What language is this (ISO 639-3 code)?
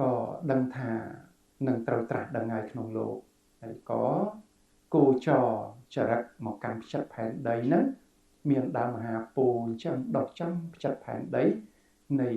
khm